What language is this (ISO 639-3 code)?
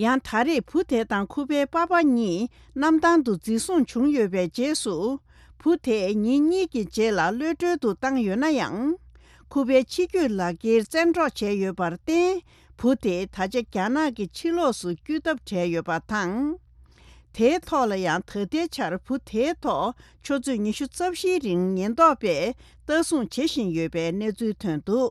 bod